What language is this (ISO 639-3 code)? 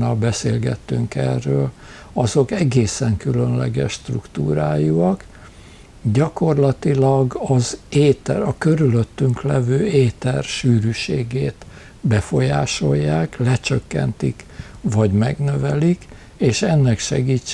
hun